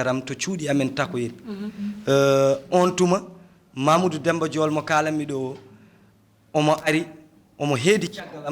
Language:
Fula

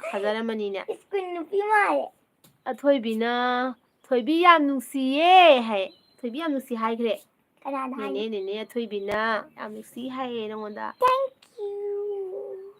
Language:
Manipuri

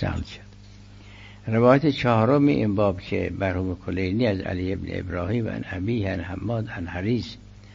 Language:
Persian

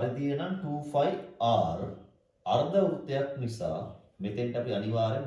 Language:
Sinhala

